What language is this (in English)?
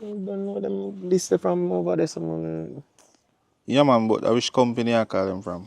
Jamaican Creole English